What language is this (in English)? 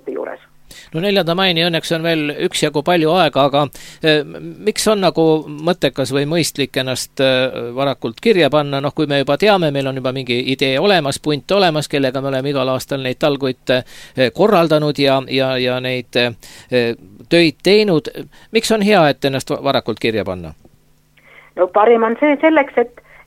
Estonian